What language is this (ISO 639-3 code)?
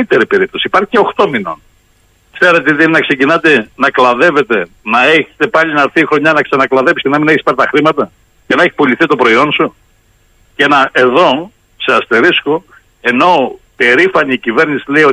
ell